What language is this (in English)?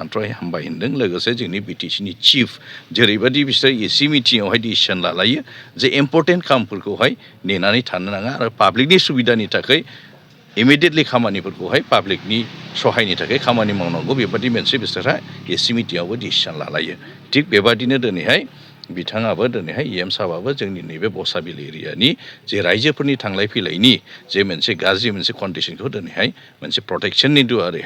Bodo